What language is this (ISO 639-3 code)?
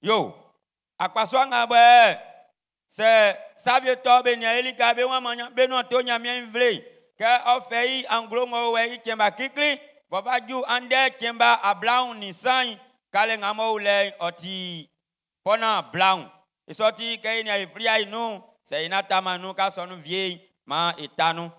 bci